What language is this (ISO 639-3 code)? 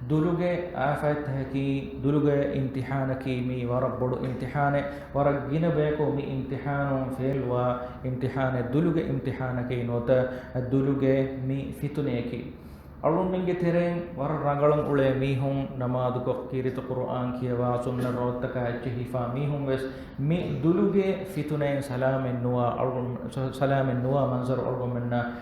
div